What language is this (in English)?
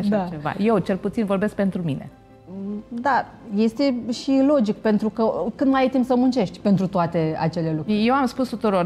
Romanian